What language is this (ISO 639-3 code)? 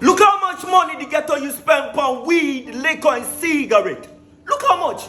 jam